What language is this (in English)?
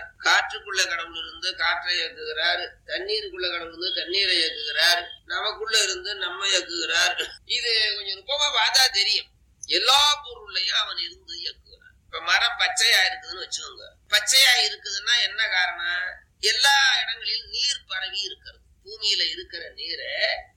Tamil